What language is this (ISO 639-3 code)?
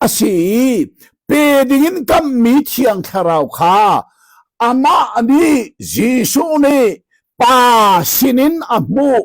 cnh